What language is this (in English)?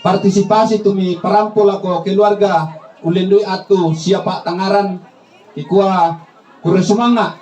Toraja-Sa'dan